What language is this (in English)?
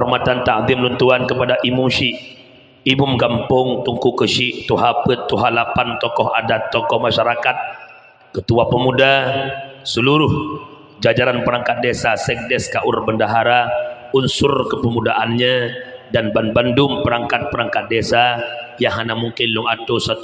Achinese